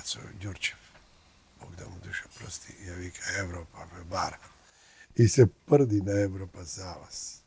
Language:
Macedonian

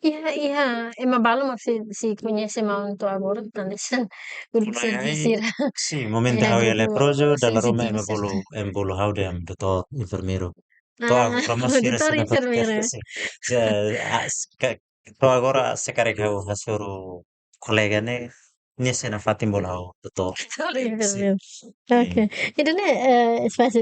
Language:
Tetum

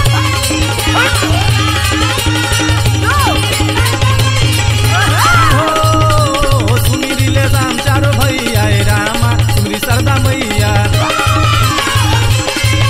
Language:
Bhojpuri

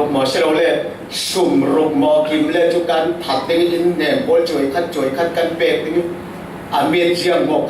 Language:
Falam Chin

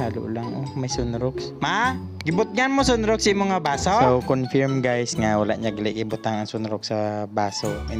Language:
Hiligaynon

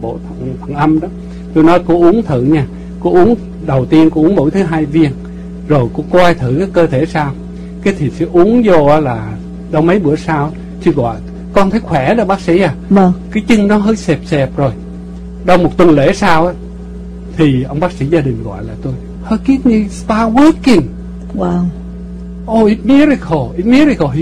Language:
Vietnamese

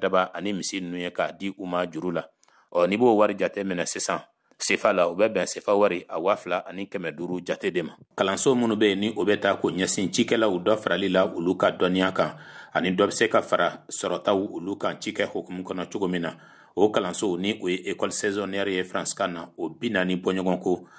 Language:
Bambara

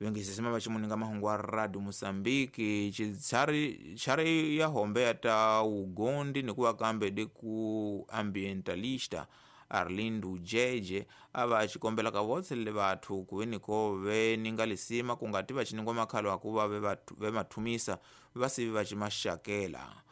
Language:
Tsonga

